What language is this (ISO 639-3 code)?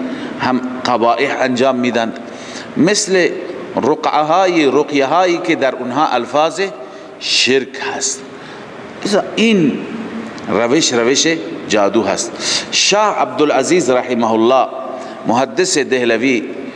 fas